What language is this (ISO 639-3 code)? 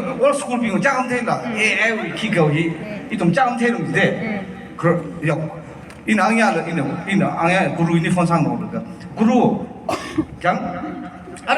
nmf